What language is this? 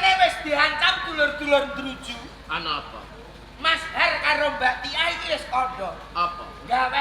Javanese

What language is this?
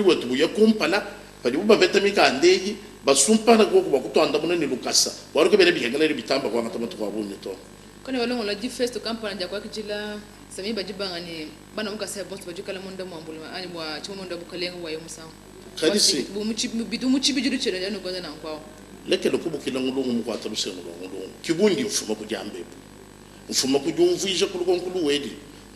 Luba-Lulua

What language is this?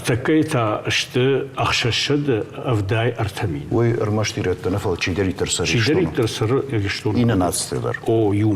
Ossetic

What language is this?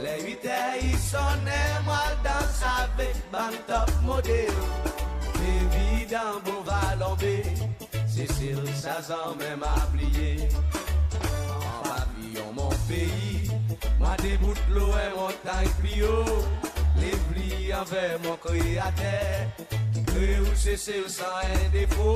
Seselwa Creole French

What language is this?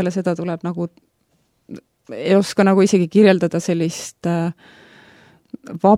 Estonian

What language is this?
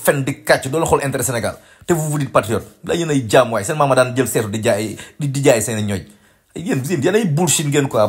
Wolof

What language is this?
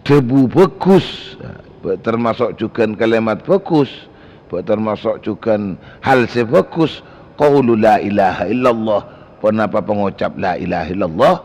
Madurese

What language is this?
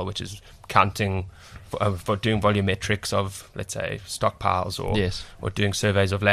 English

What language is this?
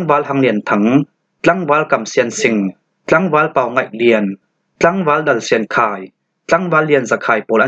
Falam Chin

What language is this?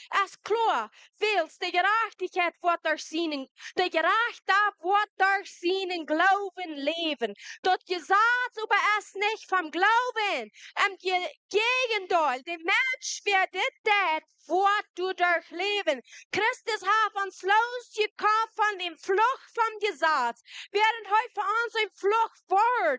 Plautdietsch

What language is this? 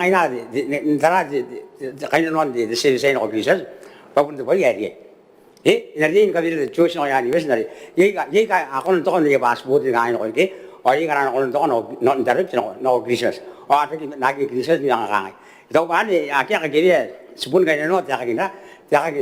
Gilbertese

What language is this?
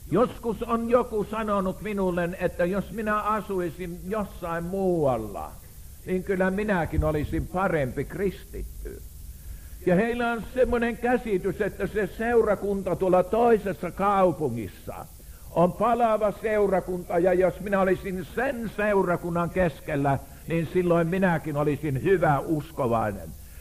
Finnish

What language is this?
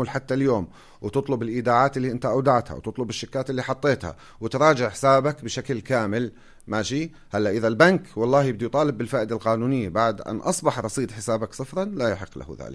North Levantine Arabic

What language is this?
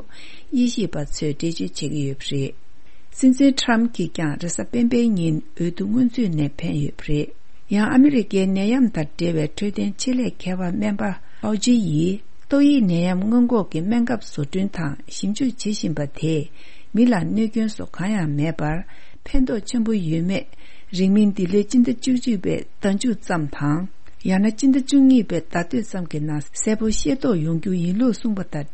Tibetan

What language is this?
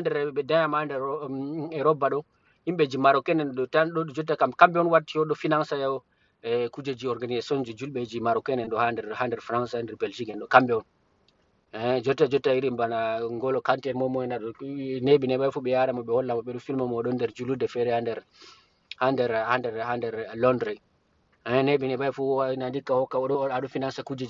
Fula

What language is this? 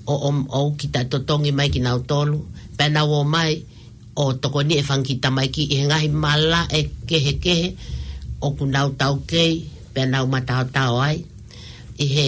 Tongan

